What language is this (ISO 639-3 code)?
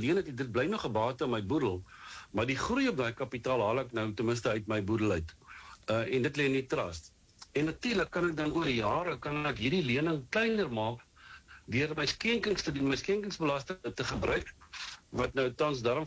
afr